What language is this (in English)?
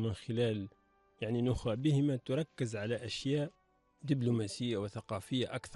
Gulf Arabic